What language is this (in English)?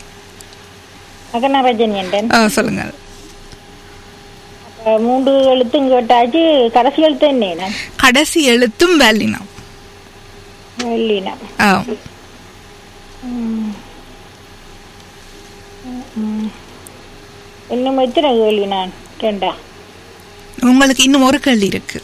Tamil